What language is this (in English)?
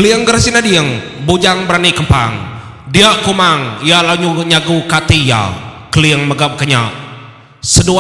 Iban